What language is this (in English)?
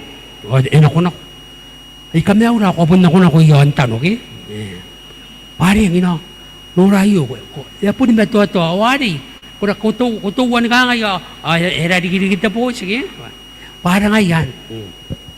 Gilbertese